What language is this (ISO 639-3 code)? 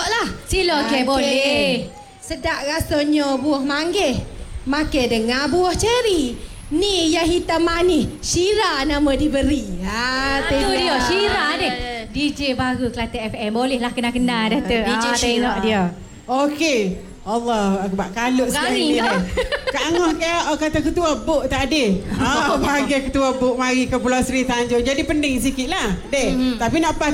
msa